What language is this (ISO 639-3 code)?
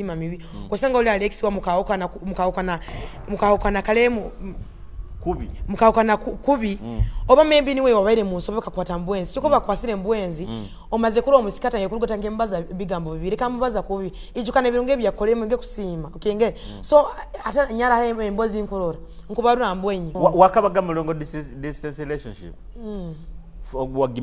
nyo